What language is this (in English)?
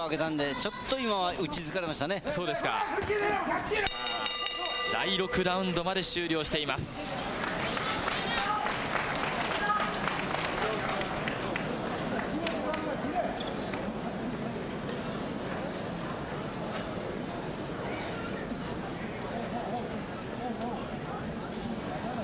Japanese